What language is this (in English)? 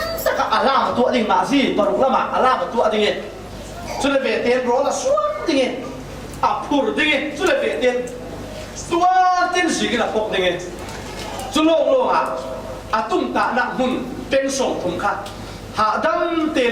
Falam Chin